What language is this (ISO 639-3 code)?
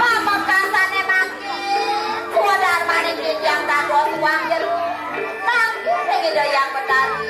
ban